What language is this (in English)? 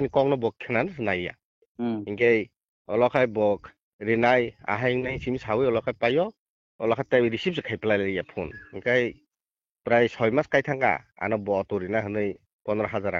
Kok Borok